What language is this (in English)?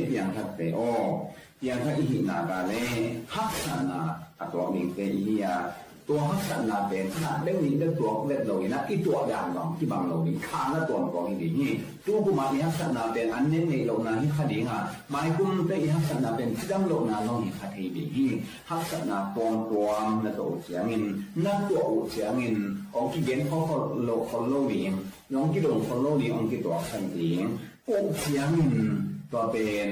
Tedim Chin